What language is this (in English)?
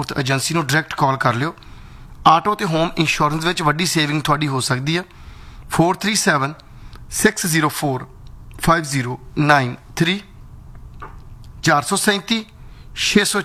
Punjabi